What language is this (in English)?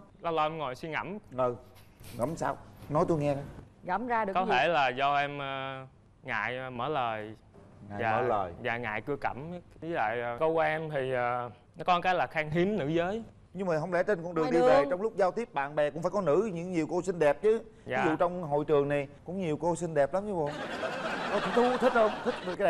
Vietnamese